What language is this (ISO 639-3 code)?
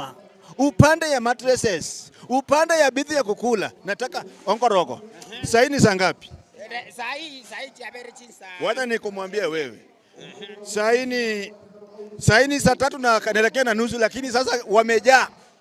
guz